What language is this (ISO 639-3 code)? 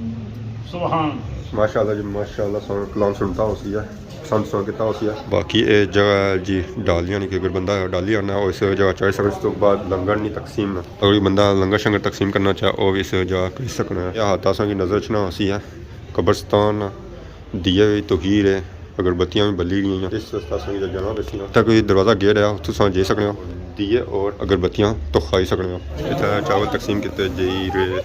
phr